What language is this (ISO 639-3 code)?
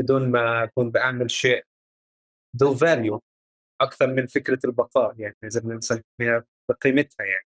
apc